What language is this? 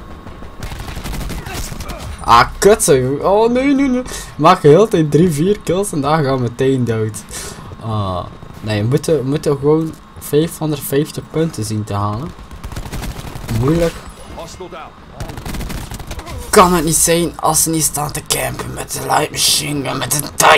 Dutch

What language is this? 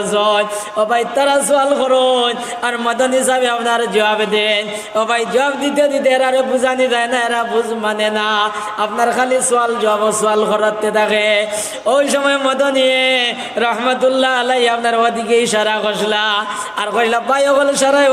Sylheti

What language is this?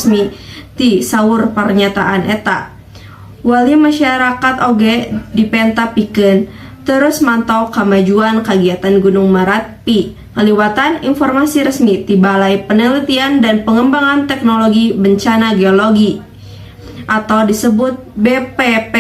Sundanese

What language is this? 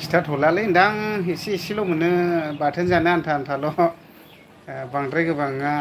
Bodo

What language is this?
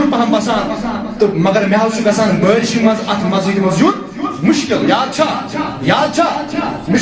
Kashmiri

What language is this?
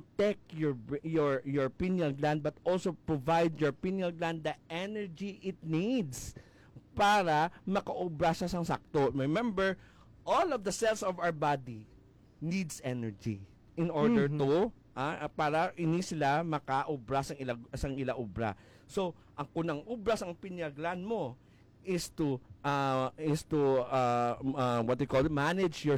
Hiligaynon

